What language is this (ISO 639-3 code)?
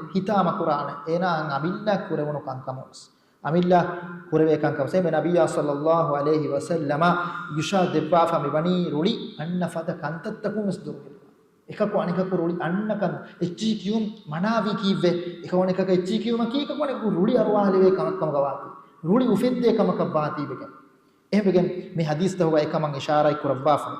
div